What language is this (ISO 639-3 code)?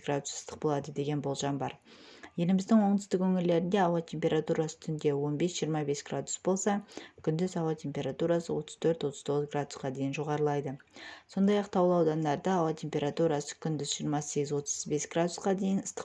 kaz